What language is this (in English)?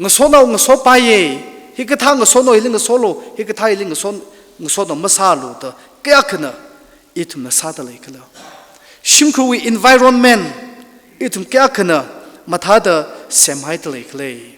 Tangkhul Naga (India)